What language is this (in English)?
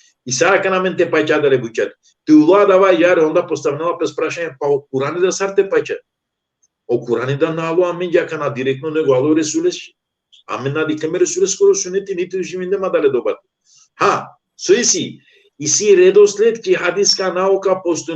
Balkan Romani